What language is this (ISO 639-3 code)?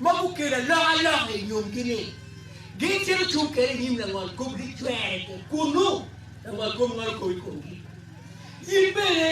ach